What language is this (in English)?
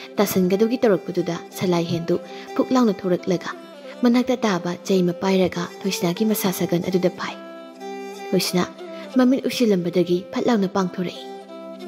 Manipuri